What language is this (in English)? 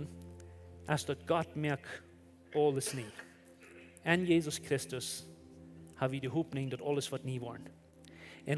Plautdietsch